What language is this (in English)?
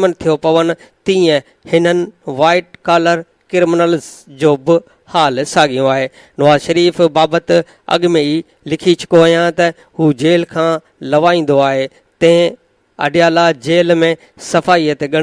Sindhi